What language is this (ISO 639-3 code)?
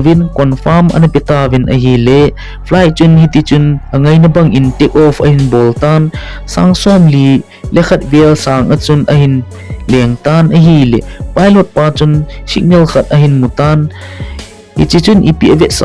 tcz